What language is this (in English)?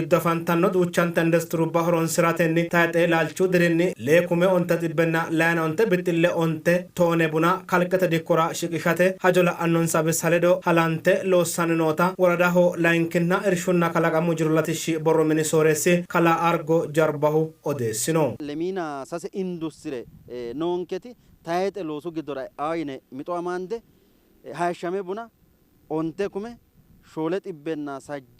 Sidamo